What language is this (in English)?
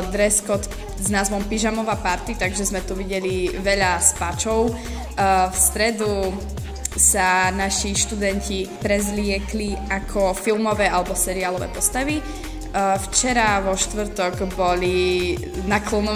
Slovak